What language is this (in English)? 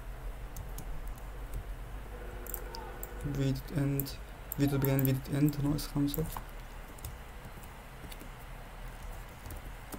Egyptian Arabic